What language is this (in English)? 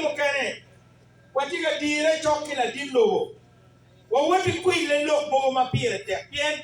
Acoli